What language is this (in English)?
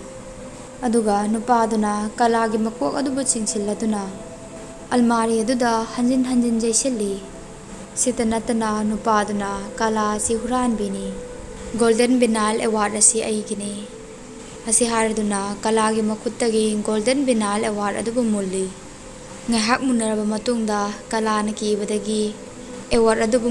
Manipuri